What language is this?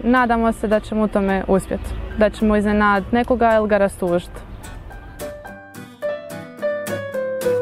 Croatian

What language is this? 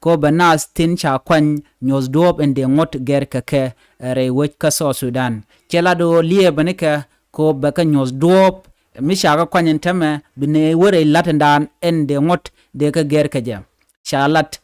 Nuer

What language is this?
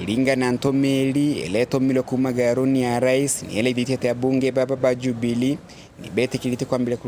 Meru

